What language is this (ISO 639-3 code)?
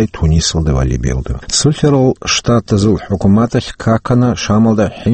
ava